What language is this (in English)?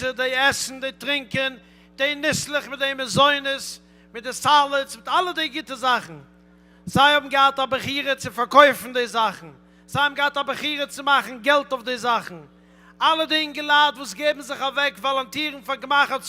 Yiddish